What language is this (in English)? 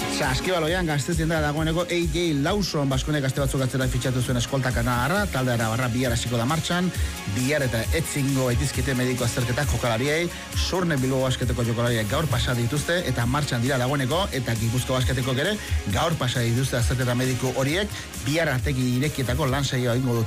Basque